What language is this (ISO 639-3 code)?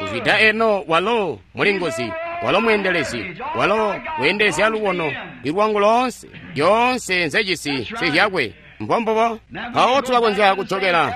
toi